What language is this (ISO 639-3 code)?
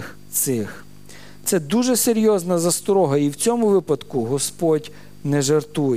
ukr